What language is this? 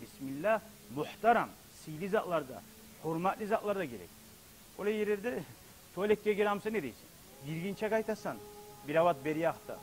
Kumyk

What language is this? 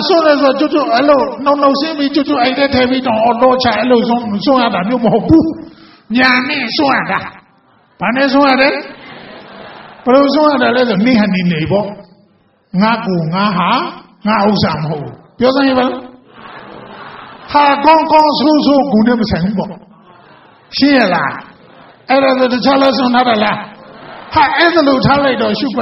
Burmese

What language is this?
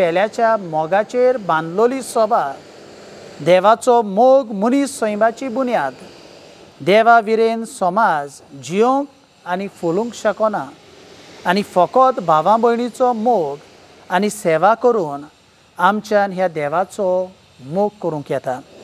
Konkani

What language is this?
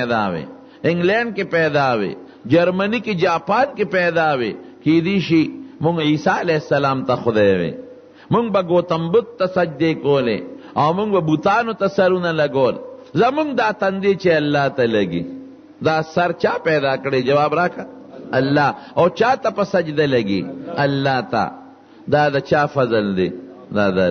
Pashto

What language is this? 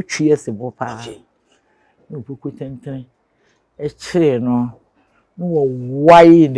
Akan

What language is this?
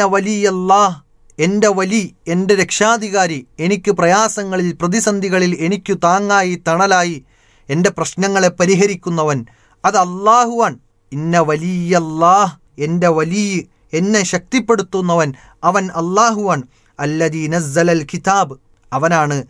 Malayalam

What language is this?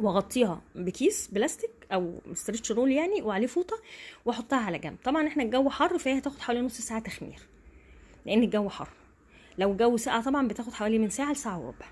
Egyptian Arabic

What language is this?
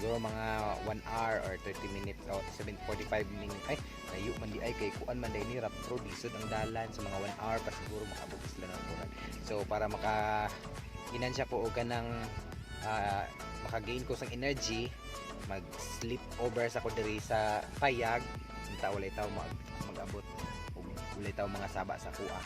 Cebuano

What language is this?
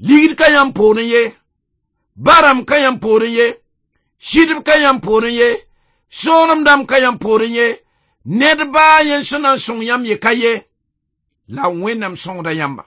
Mossi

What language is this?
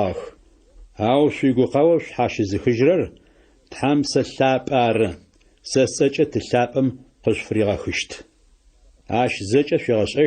Adyghe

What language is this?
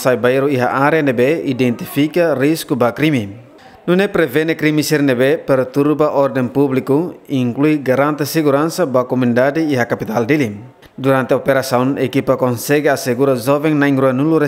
Tetum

